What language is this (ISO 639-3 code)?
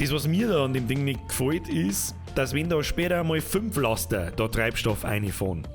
bar